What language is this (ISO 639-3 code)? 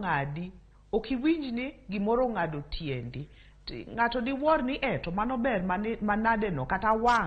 luo